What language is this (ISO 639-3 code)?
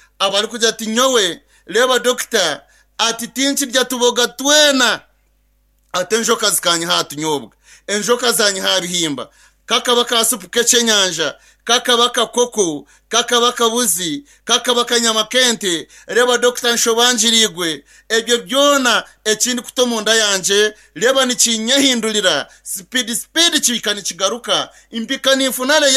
nyn